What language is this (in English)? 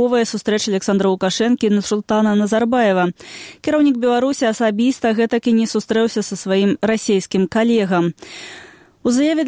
Belarusian